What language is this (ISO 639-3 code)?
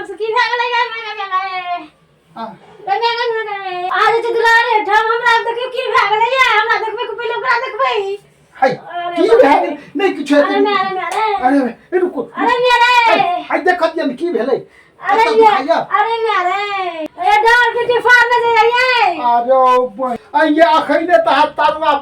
mai